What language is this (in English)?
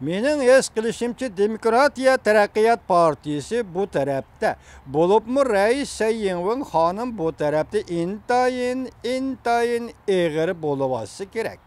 Uyghur